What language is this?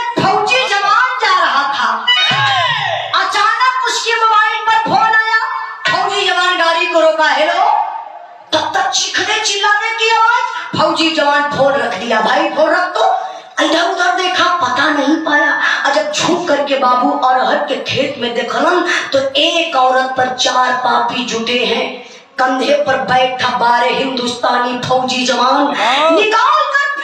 Bhojpuri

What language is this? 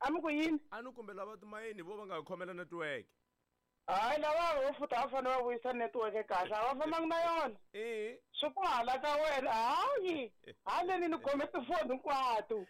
Tsonga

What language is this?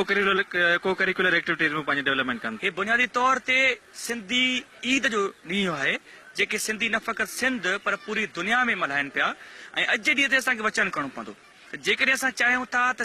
Sindhi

